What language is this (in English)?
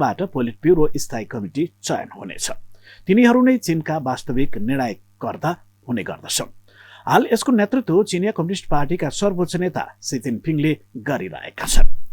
Nepali